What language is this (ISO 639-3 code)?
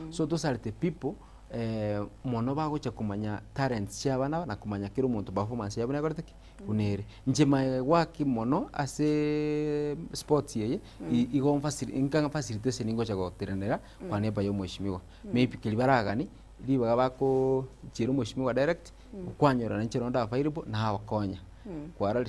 guz